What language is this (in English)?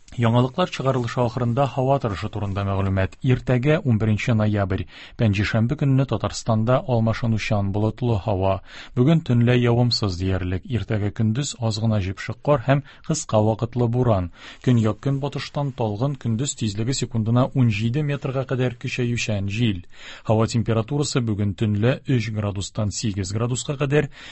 Tatar